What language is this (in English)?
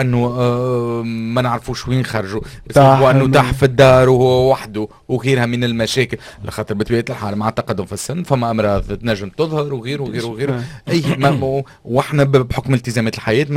Tunisian Arabic